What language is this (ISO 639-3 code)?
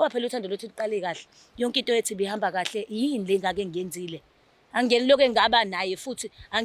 zul